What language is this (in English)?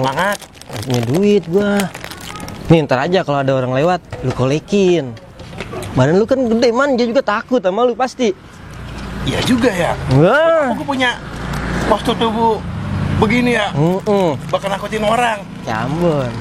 Betawi